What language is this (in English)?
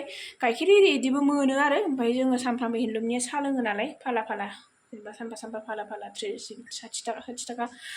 Bodo